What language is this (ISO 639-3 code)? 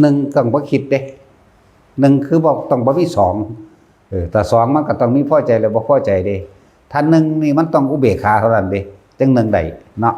tts